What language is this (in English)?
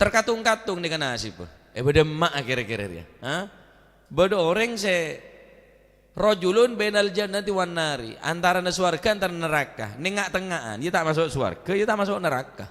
Madurese